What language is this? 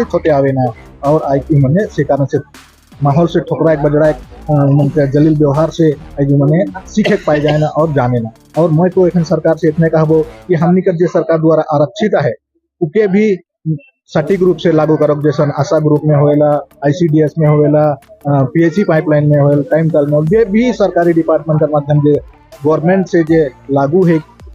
Sadri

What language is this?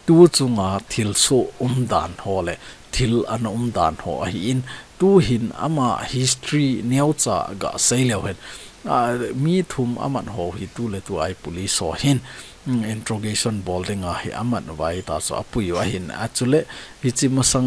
Thado Chin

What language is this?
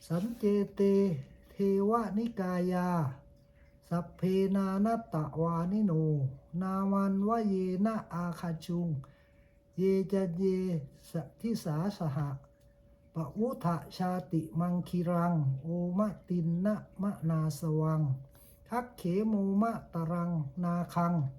Pali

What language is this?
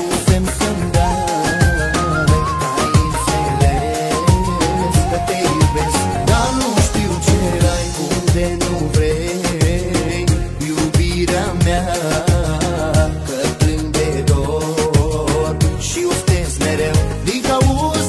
Romanian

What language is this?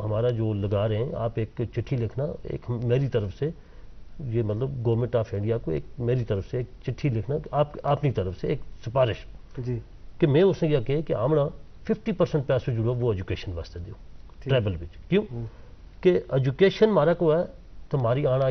Gujari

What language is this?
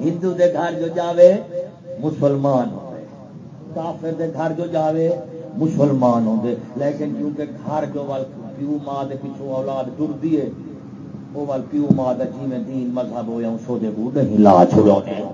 Saraiki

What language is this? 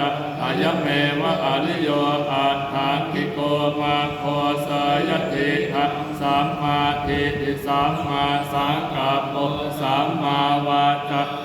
Pali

